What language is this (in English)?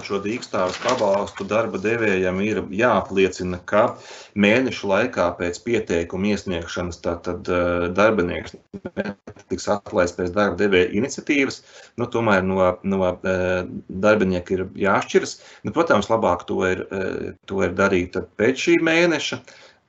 Latvian